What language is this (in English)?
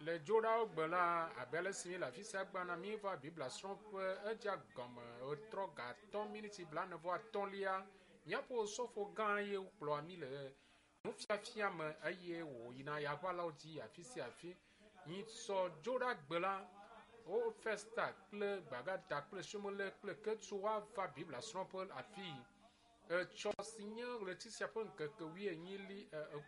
Ewe